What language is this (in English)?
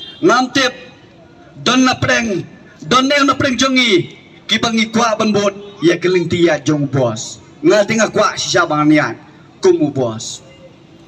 Khasi